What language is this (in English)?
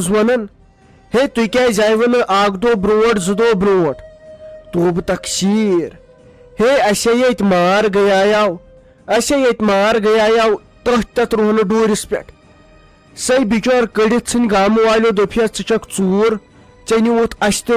Kashmiri